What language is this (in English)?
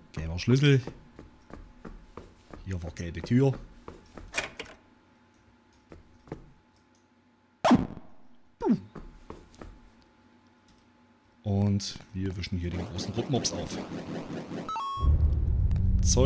German